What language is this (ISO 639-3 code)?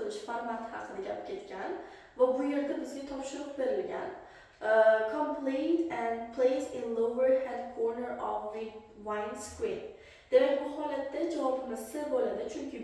uzb